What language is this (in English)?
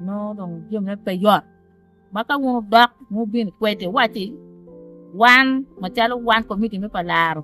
Acoli